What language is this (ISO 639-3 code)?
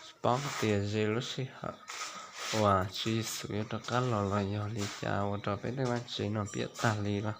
hmn